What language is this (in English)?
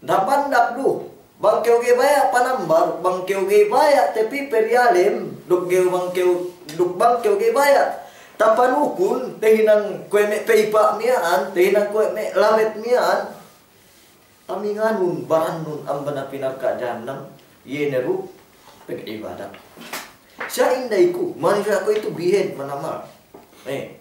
Yakan